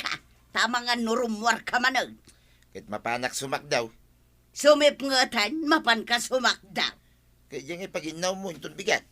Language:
Iloko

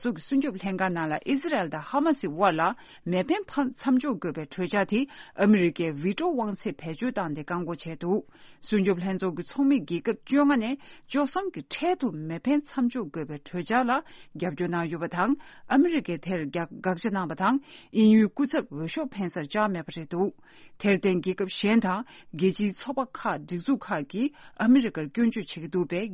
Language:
Tibetan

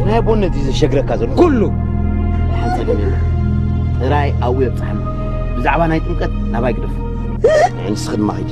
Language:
Tigrinya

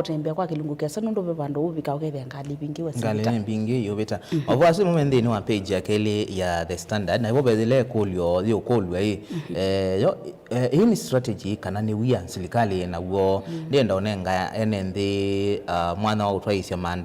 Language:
Kamba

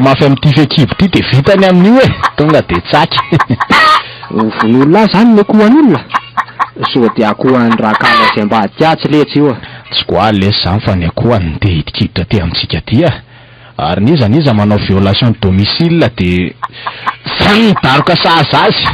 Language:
Malagasy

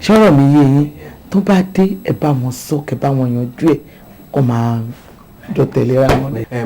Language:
Yoruba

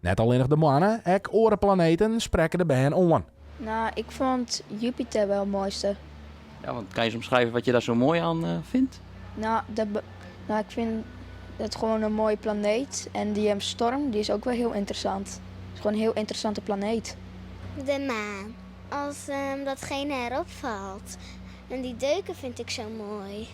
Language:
Western Frisian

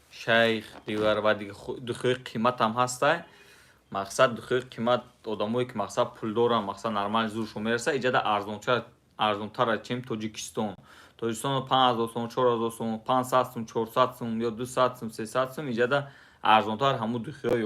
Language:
Tajik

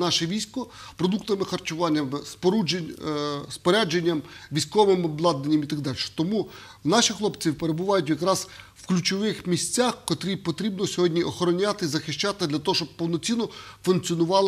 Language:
Ukrainian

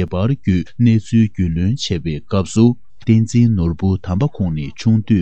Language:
Tibetan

